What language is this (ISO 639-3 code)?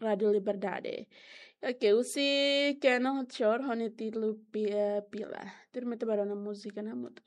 tet